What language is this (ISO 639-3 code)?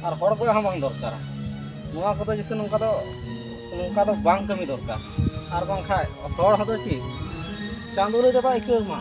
sat